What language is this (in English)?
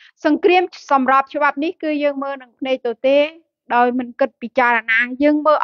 Khmer